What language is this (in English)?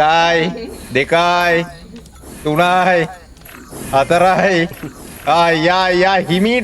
Sinhala